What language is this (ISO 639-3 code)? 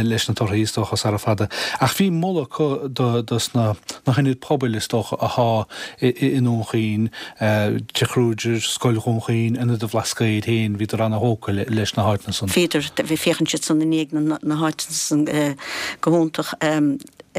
gle